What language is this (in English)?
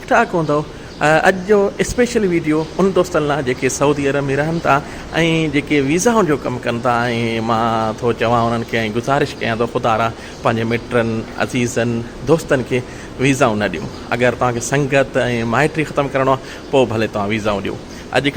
Sindhi